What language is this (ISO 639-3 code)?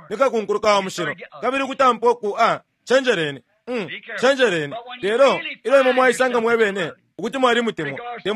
bem